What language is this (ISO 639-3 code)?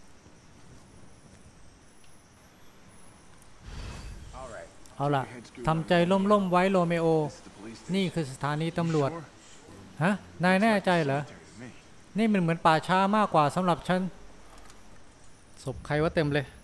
tha